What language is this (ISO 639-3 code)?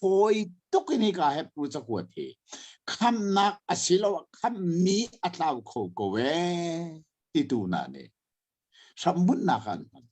cnh